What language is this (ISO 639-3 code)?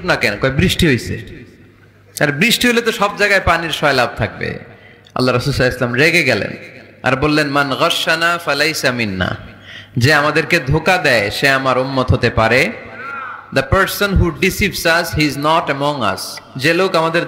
ben